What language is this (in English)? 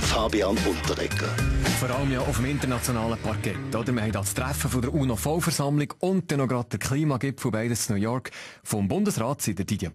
Swiss German